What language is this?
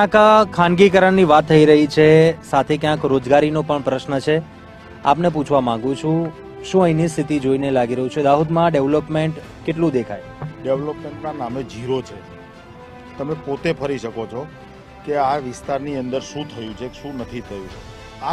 Gujarati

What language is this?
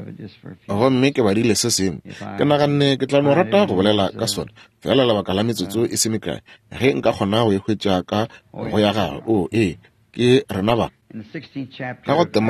Northern Sotho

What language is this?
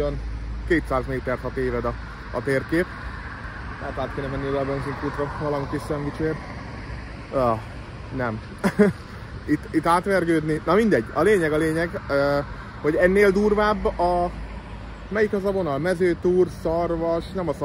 Hungarian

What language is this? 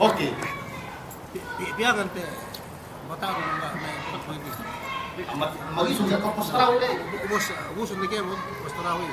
Yakan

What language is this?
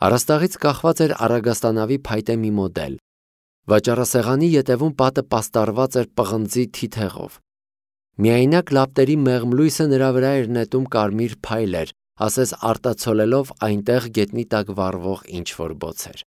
Armenian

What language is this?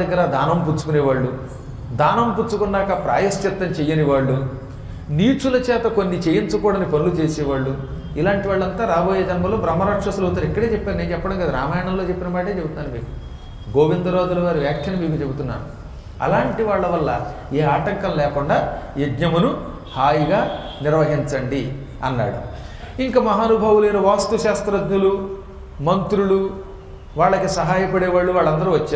Telugu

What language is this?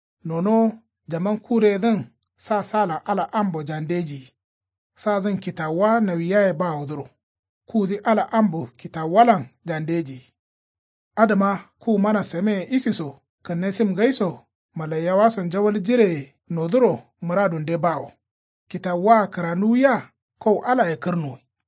Kanuri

